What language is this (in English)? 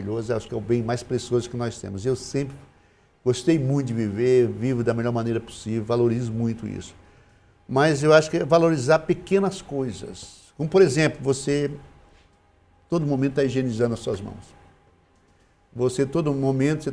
Portuguese